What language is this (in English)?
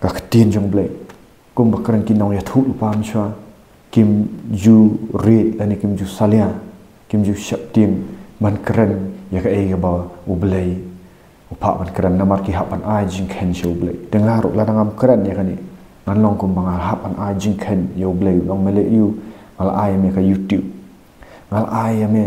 Khasi